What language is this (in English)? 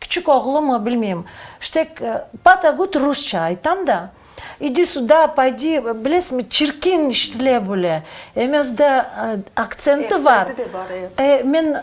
Crimean Tatar